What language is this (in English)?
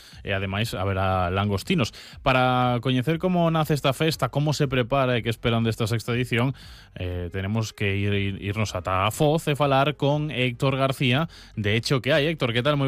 Galician